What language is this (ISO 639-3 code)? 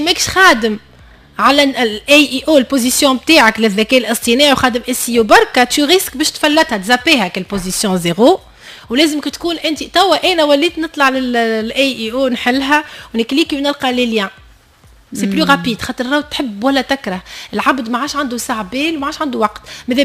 aeb